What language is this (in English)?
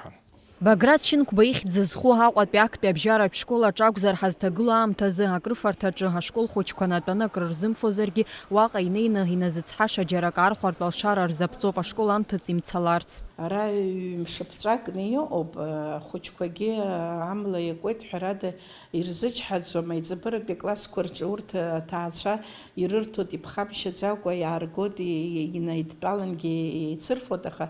Abkhazian